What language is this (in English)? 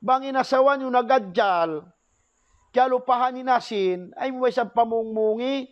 Tausug